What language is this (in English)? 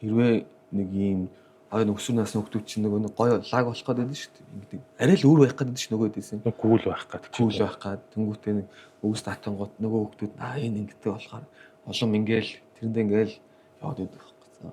Mongolian